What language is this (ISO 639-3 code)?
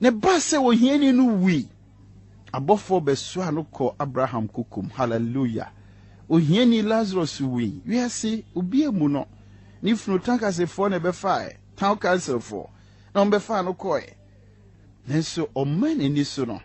aka